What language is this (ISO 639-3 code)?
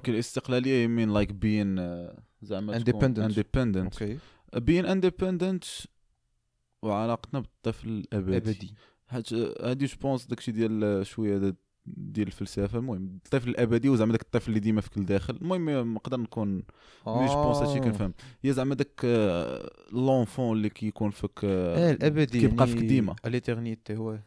ary